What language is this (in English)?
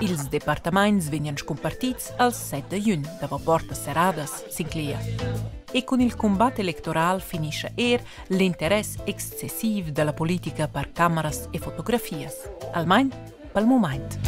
Romansh